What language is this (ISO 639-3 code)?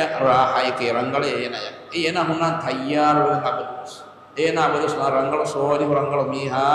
div